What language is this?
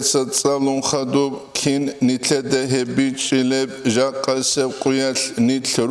Avaric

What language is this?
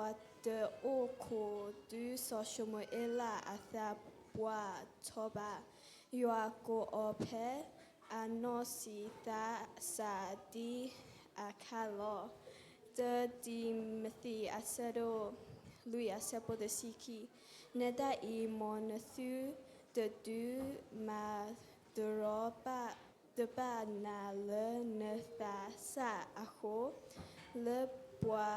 S'gaw Karen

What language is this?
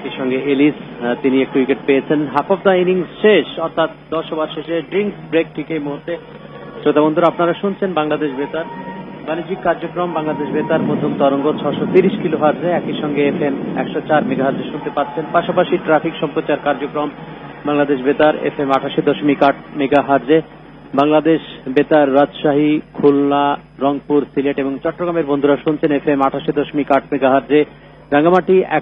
Bangla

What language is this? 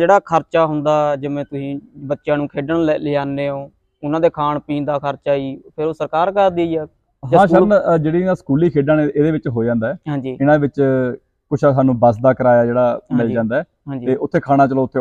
Punjabi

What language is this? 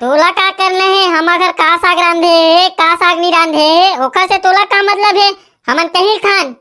Chhattisgarhi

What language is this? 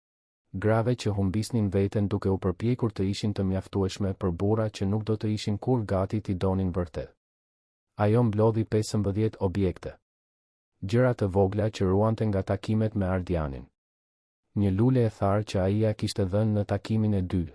Albanian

